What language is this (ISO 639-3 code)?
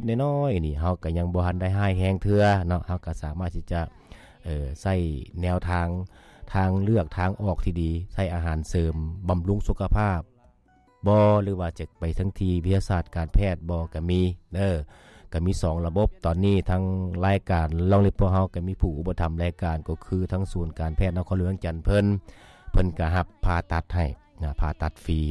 lao